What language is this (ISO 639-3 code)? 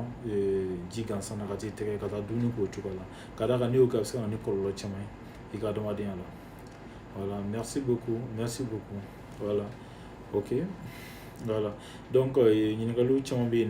bam